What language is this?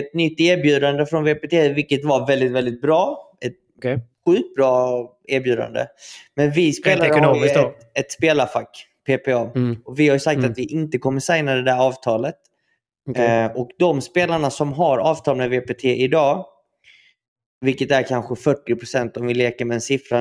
Swedish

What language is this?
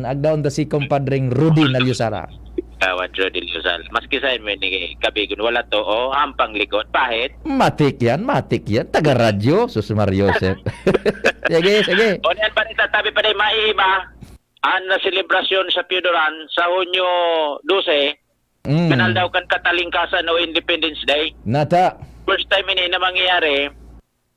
Bikol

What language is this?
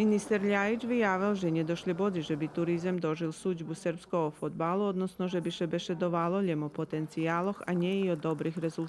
Rusyn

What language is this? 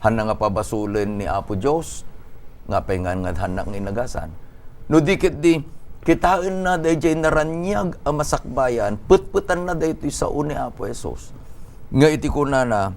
Iloko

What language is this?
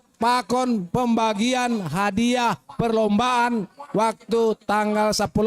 Batak Simalungun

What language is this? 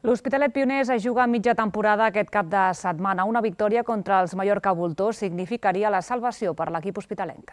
Catalan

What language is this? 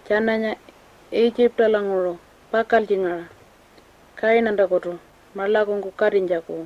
Pitjantjatjara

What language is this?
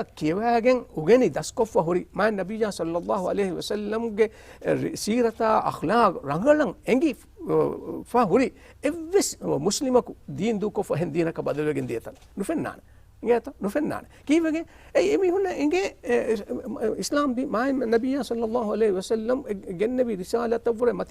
Divehi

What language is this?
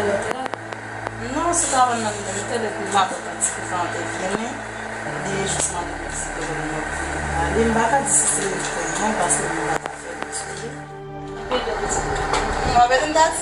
Haitian Creole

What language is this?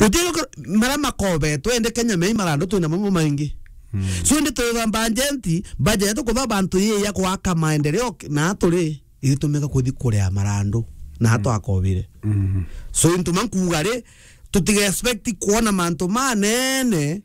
Meru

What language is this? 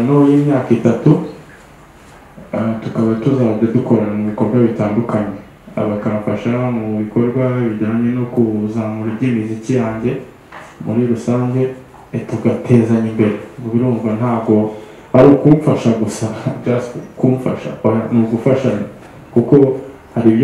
Kinyarwanda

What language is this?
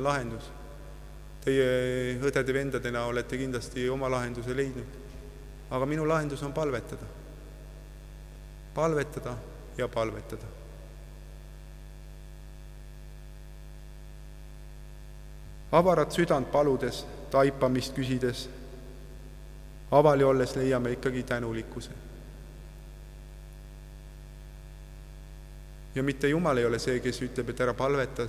Estonian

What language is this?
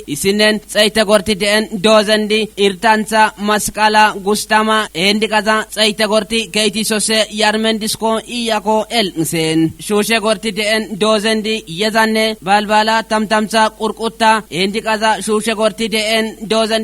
Kafa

